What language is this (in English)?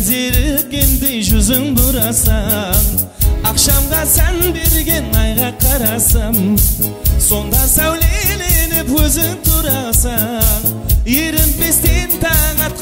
Kara-Kalpak